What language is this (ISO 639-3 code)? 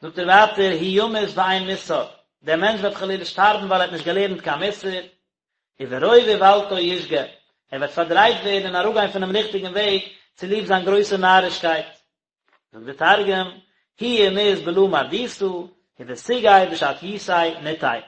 yid